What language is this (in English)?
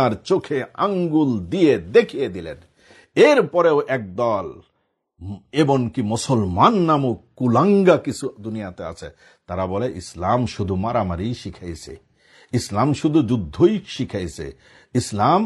Bangla